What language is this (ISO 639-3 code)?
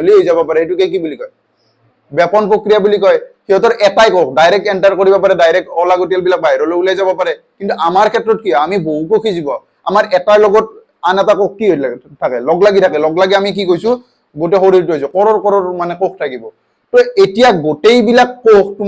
asm